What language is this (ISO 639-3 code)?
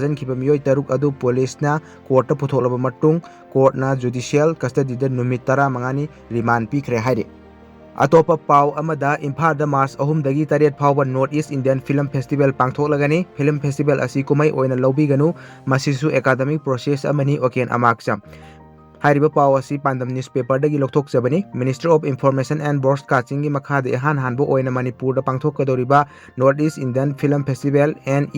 mni